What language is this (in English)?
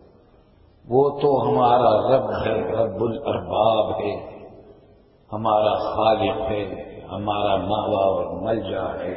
Urdu